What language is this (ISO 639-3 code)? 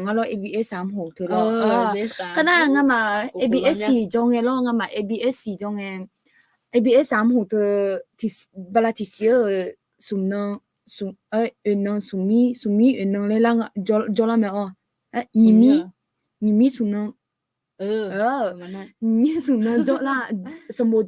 ahk